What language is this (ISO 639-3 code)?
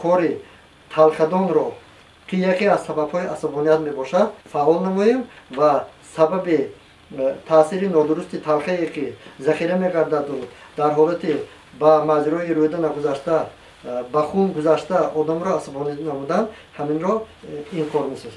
tgk